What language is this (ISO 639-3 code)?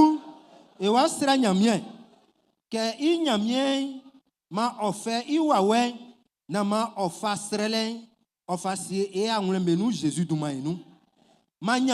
bci